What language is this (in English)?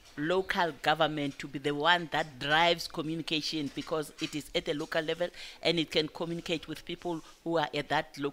English